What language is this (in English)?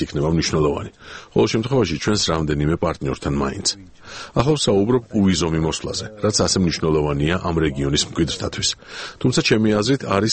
Georgian